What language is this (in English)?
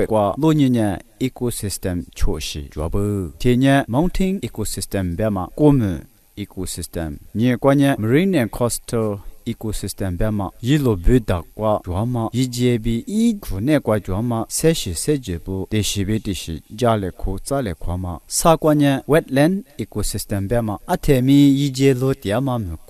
Lisu